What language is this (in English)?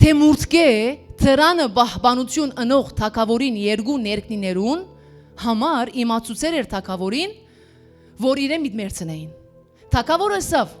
Western Armenian